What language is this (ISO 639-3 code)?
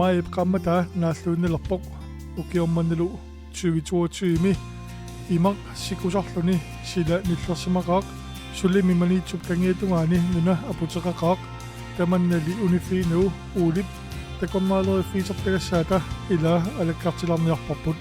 kal